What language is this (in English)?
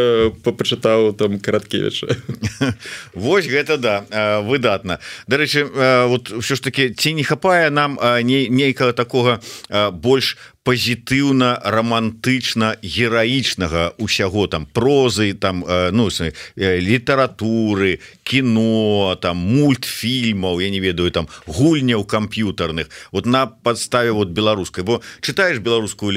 Belarusian